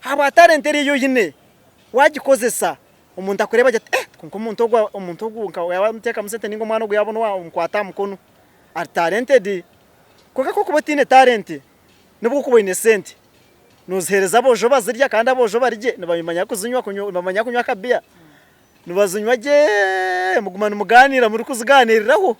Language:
Nyankole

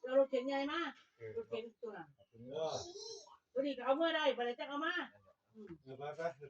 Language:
Northeastern Thai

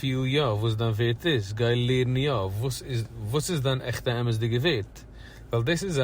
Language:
Yiddish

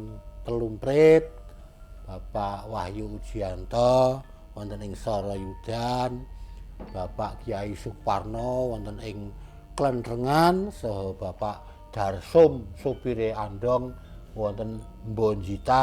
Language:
Javanese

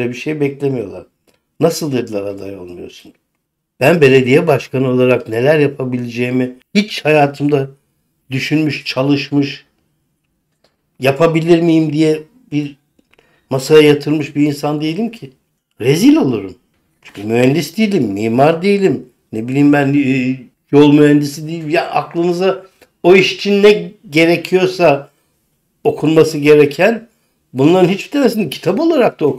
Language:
Turkish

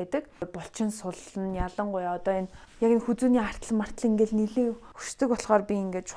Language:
Mongolian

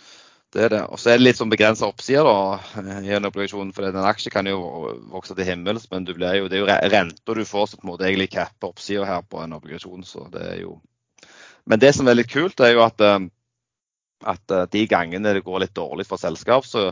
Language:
Norwegian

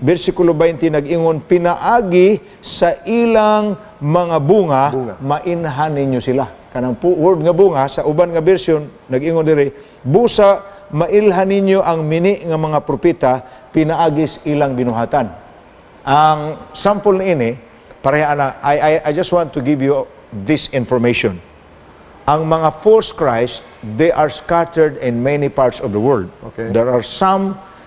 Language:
Cebuano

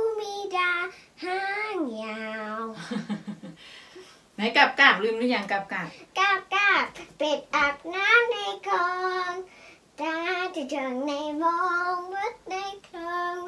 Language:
Thai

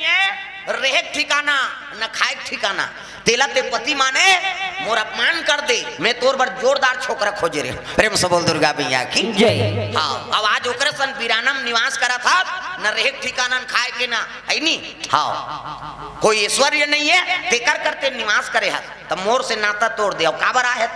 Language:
Chhattisgarhi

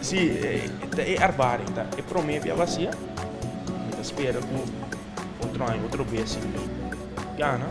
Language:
Papiamento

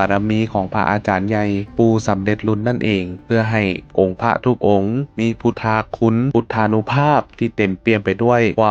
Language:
Lao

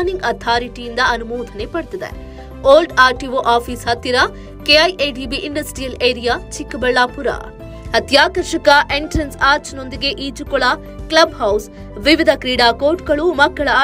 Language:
Kannada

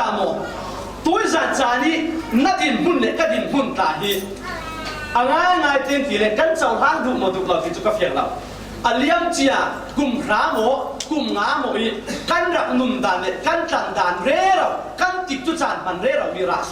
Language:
Falam Chin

